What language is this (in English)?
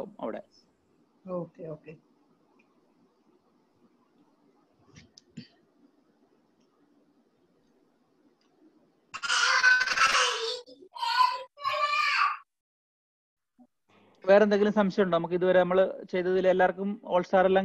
Malayalam